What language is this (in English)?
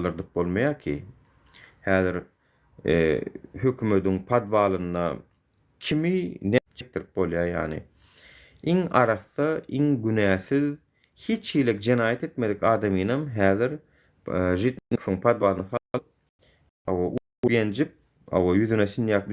Turkmen